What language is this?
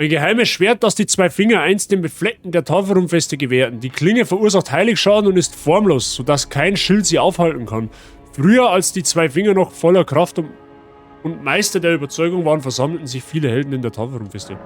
Bavarian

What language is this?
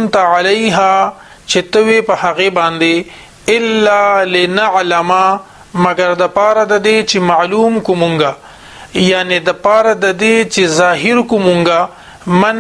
Pashto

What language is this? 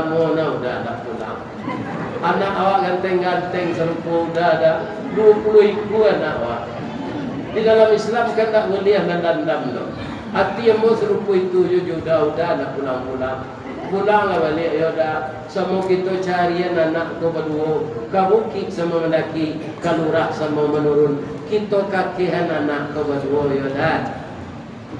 Minangkabau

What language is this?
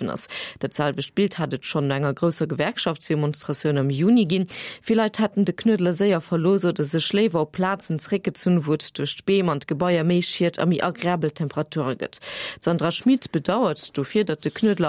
Luxembourgish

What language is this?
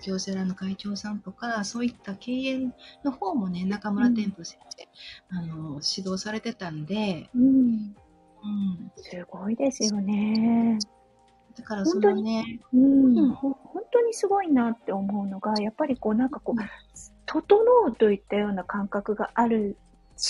Japanese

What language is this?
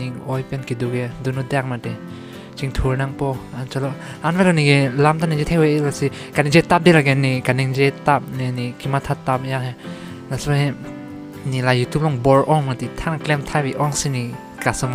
Karbi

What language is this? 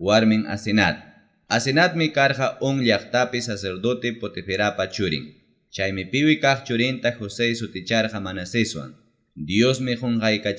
Ayacucho Quechua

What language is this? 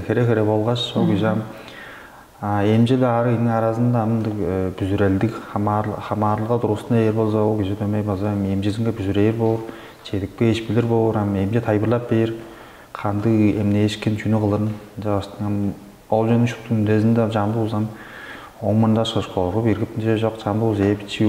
Tuvinian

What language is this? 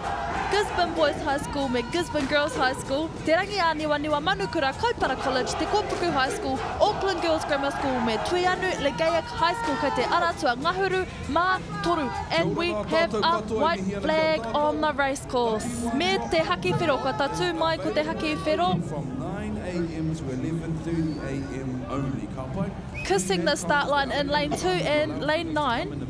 Māori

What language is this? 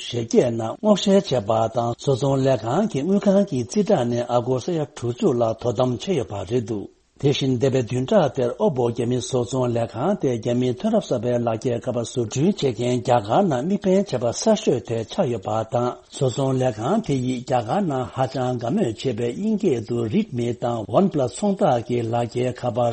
Tibetan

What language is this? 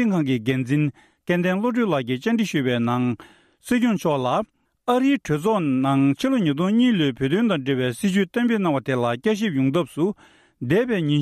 Tibetan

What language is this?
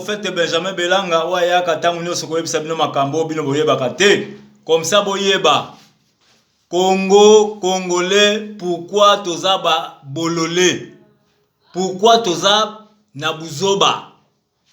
Lingala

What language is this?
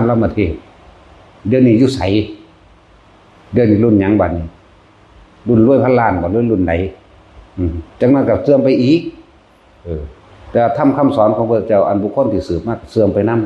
Northeastern Thai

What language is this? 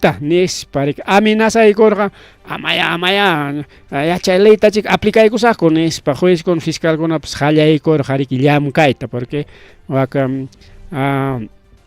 Ayacucho Quechua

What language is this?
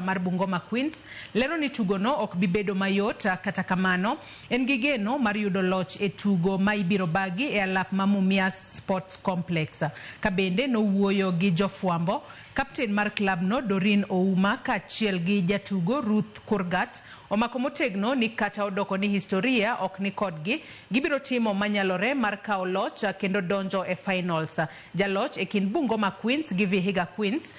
Luo (Kenya and Tanzania)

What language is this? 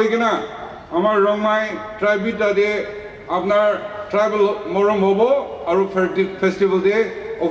Naga Pidgin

